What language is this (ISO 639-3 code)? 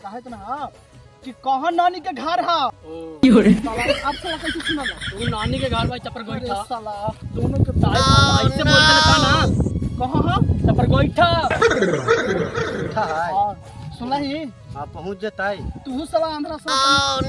mag